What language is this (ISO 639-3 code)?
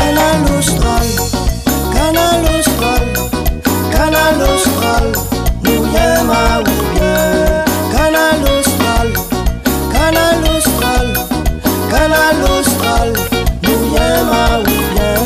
rcf